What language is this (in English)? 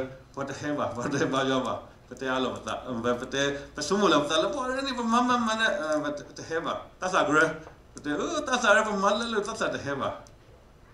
S'gaw Karen